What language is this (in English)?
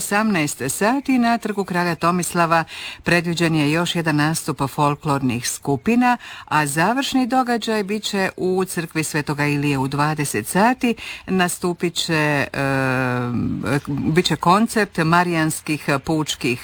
Croatian